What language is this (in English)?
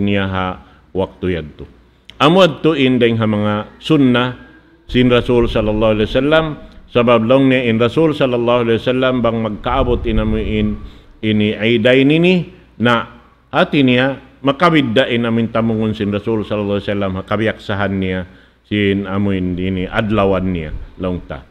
Tausug